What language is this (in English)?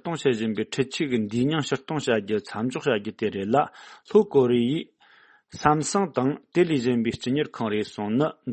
Tibetan